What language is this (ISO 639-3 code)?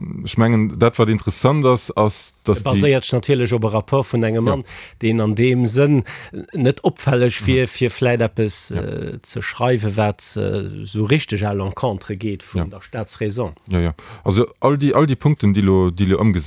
ltz